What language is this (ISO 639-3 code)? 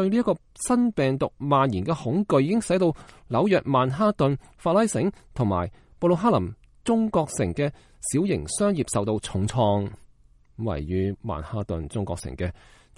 yue